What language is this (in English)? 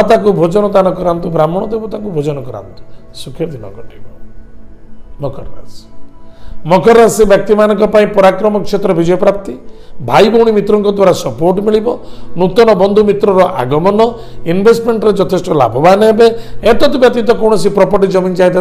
Odia